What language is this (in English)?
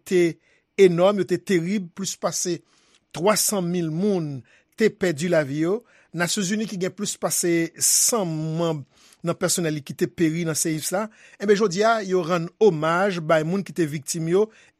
Haitian Creole